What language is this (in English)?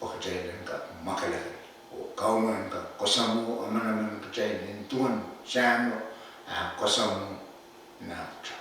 Pohnpeian